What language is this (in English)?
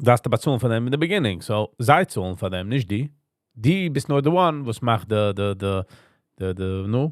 Yiddish